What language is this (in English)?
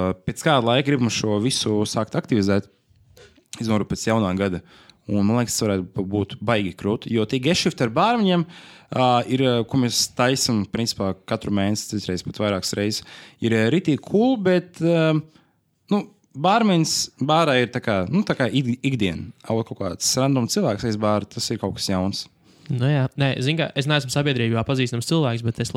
Latvian